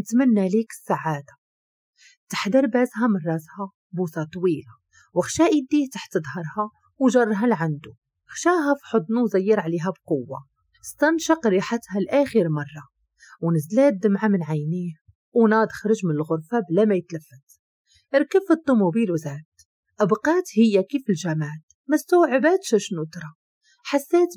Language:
Moroccan Arabic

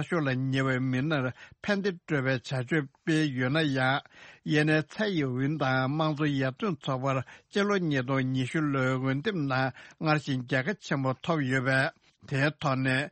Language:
Tibetan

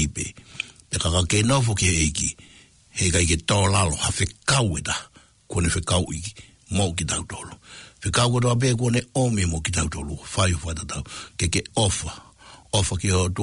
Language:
Tongan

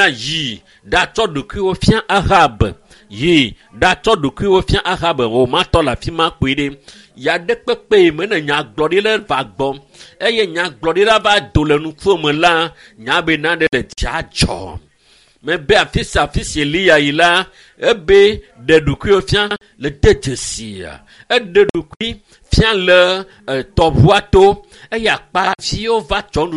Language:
Ewe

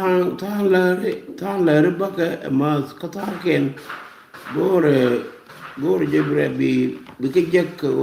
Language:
Nuer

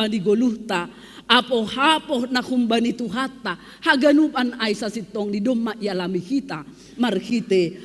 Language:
Batak Simalungun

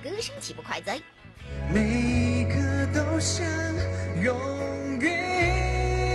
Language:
Chinese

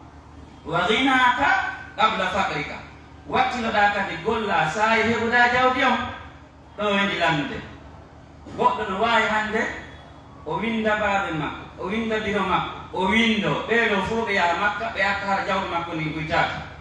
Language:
Pular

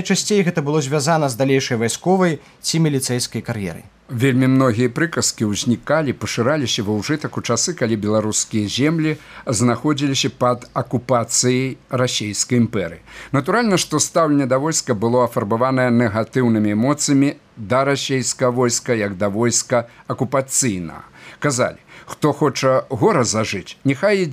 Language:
Belarusian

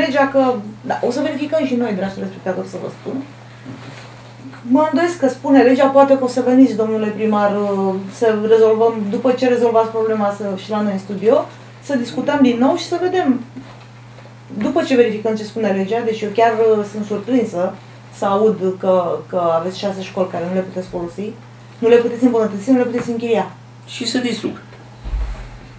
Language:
Romanian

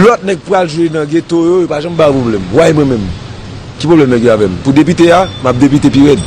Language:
Haitian Creole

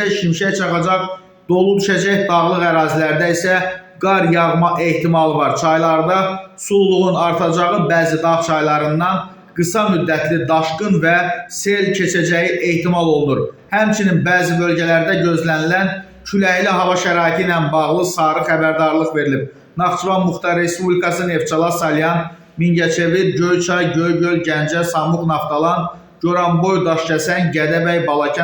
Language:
Azerbaijani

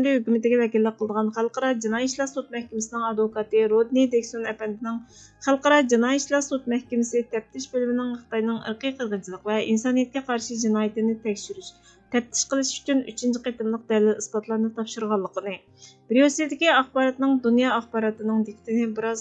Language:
Uyghur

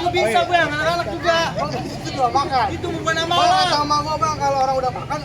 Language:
Betawi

